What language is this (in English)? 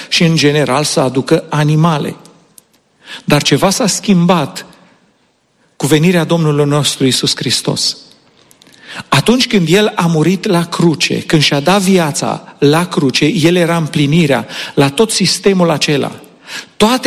Romanian